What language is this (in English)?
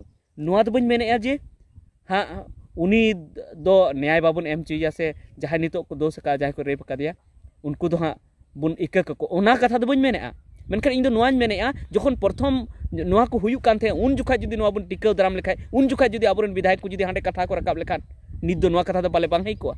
Santali